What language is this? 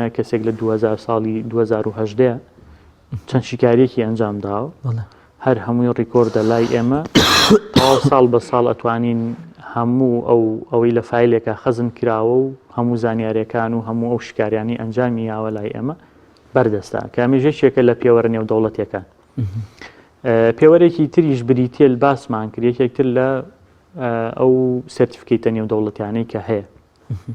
Central Kurdish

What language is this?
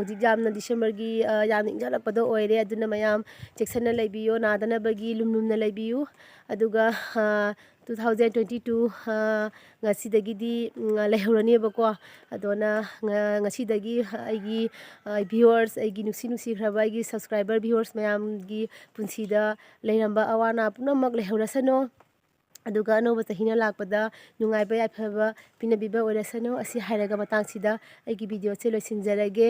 Manipuri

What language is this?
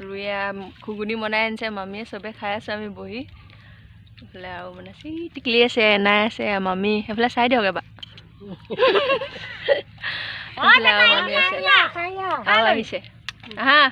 Assamese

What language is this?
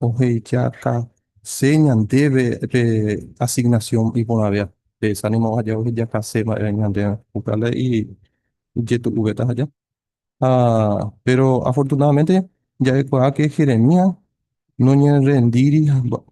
Guarani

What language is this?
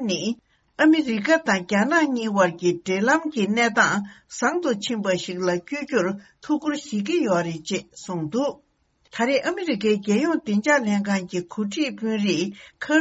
Tibetan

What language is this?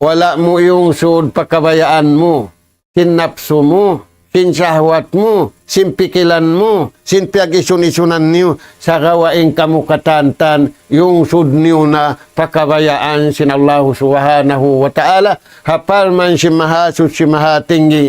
Tausug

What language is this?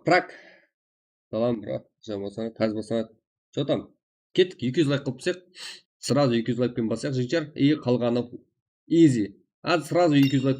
Kara-Kalpak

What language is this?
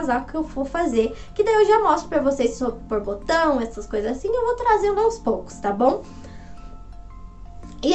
Portuguese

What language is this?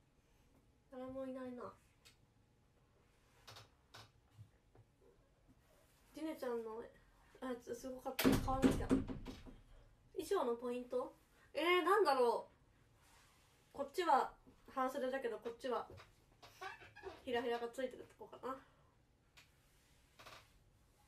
Japanese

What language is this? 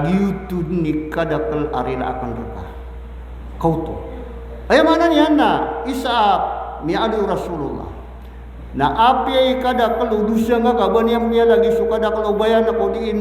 Maranao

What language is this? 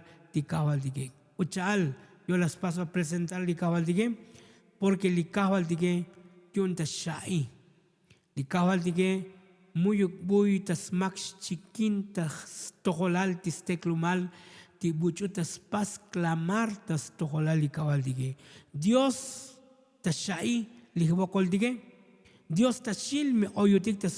Tzotzil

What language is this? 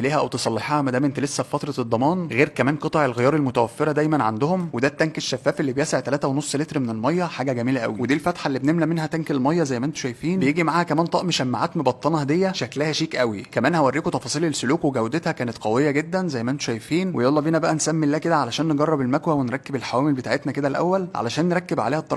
Egyptian Arabic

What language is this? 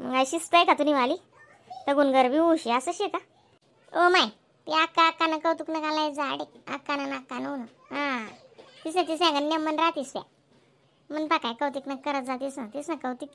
Khandesi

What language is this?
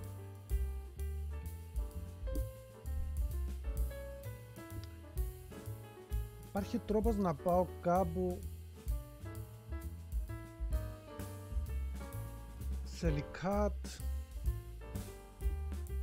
Greek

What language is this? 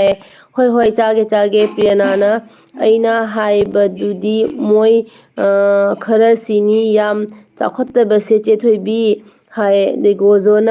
Manipuri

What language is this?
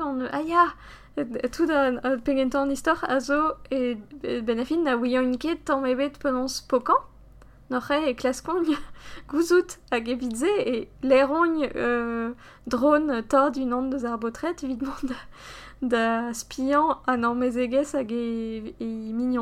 Breton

